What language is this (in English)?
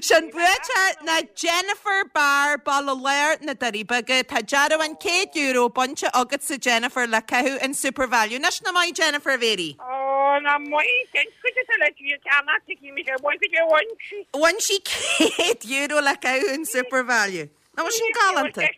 Irish